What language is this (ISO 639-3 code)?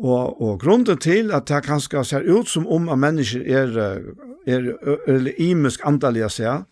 fao